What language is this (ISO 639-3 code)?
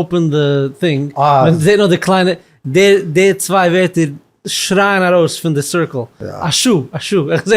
yid